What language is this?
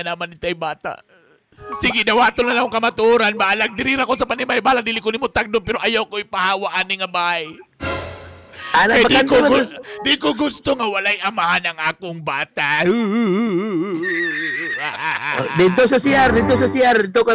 Cebuano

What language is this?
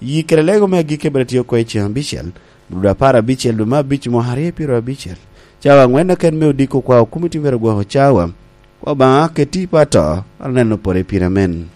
Lango (Uganda)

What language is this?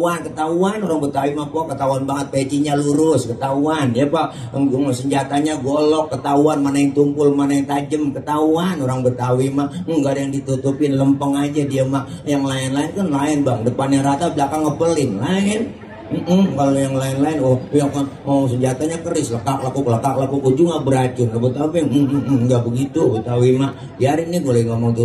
Betawi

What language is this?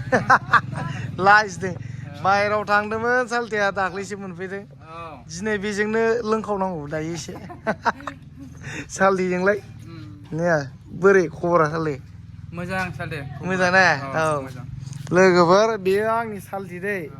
Bodo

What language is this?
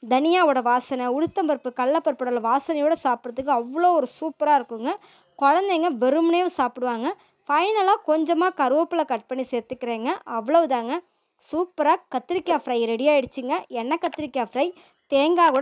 Tamil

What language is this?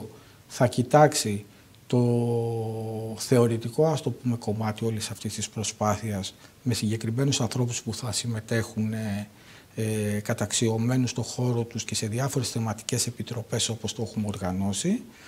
Greek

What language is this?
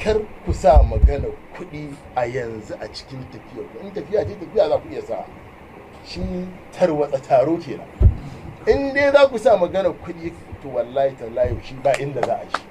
Hausa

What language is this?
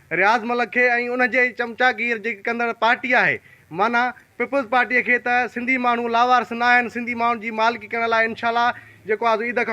Sindhi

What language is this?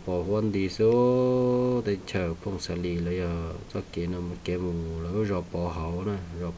Hmong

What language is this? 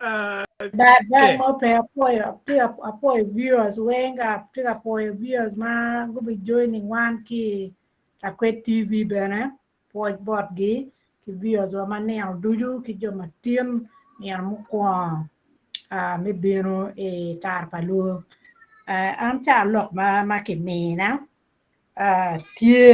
Acoli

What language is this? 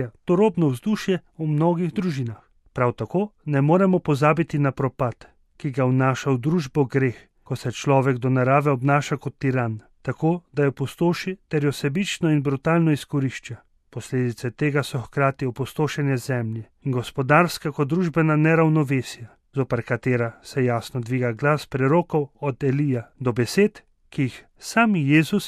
Slovenian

